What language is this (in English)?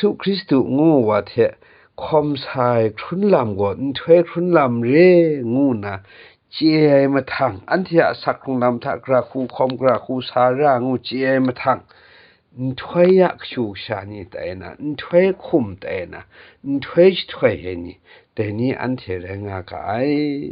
Kachin